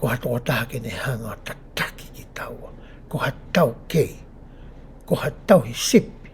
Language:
Tongan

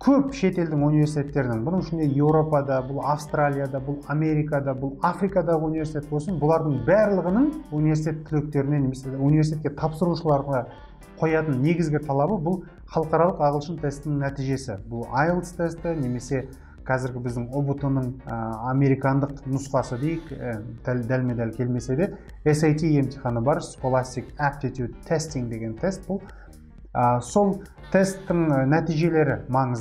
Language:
Kazakh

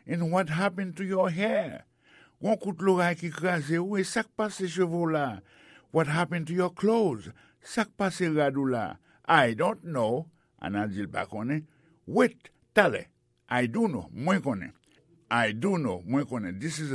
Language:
Haitian Creole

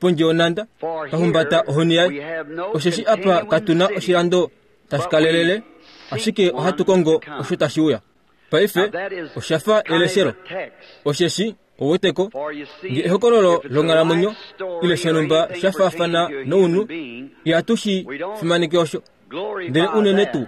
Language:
Kuanyama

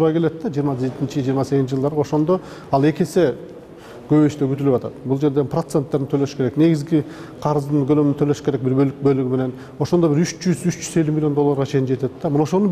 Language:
Kyrgyz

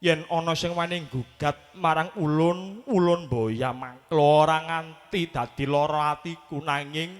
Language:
Javanese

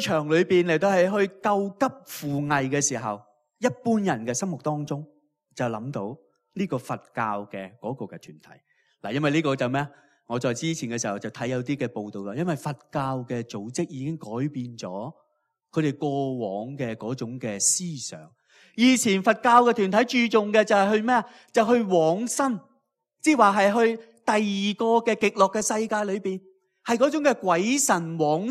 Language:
Cantonese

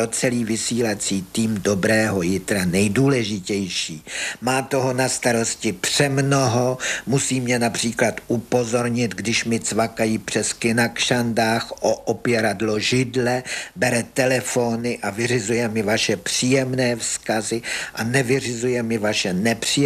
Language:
Czech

